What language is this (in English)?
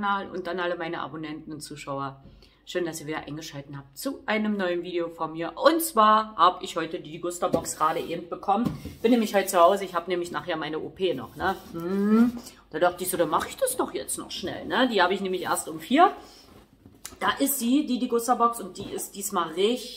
German